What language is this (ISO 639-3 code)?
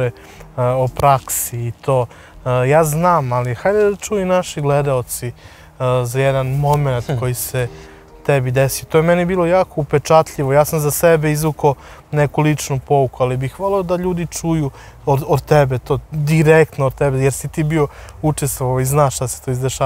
srp